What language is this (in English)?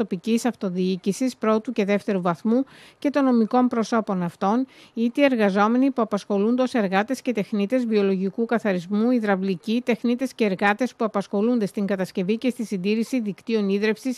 Greek